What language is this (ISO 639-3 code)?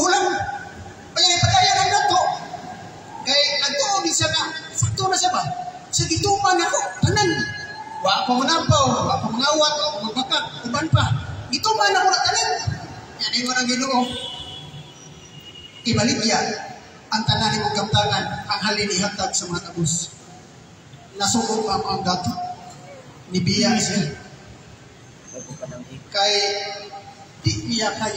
ceb